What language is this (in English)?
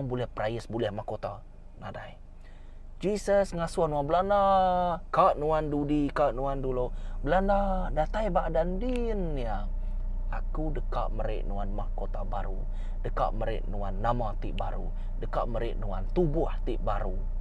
Iban